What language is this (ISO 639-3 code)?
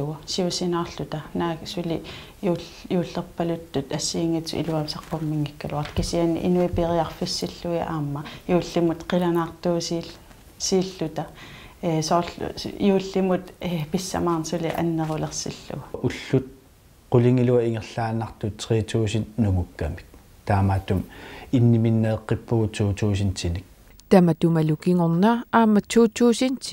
kal